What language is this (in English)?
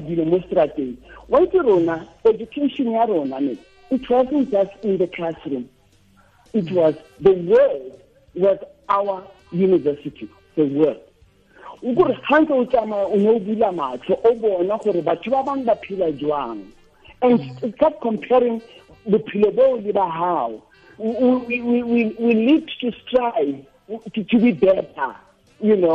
Tswana